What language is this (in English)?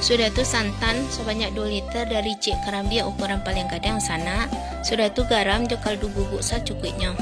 Minangkabau